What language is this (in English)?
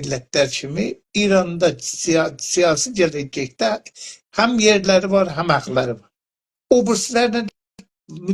South Azerbaijani